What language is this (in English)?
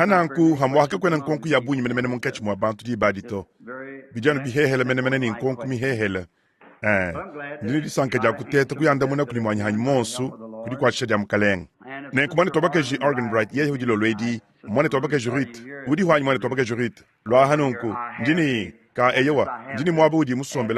Luba-Lulua